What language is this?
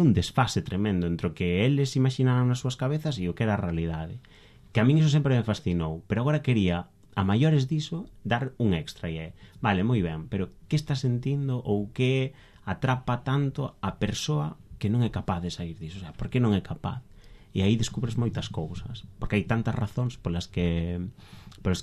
Galician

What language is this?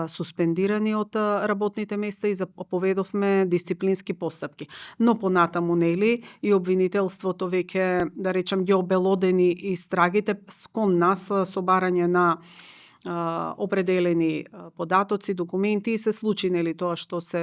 Macedonian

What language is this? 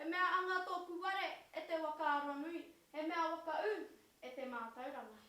Māori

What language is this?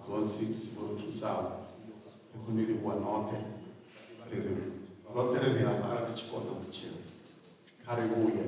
Venda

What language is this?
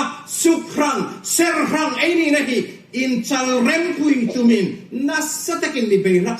Hmar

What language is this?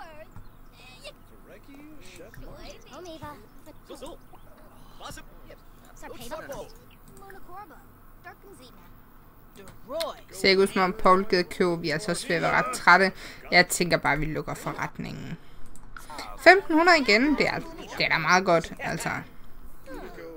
Danish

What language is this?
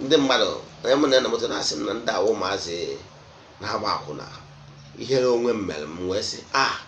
Igbo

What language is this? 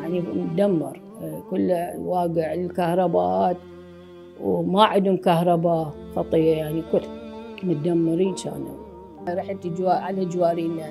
Mesopotamian Arabic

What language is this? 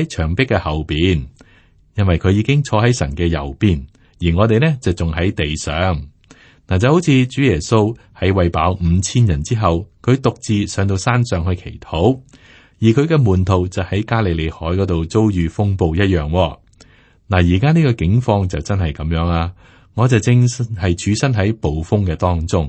Cantonese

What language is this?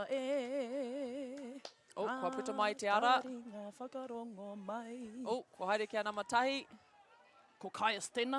Māori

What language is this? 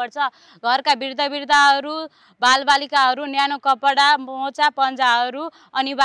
Nepali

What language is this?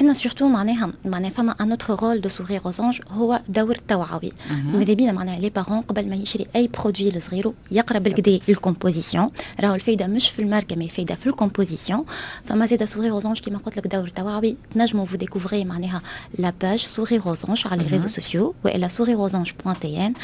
Tunisian Arabic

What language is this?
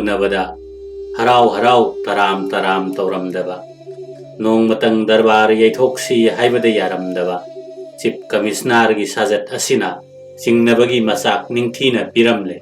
Manipuri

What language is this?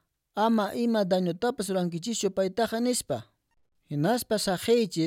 Quechua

